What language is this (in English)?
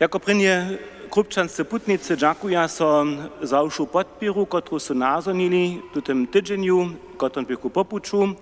Upper Sorbian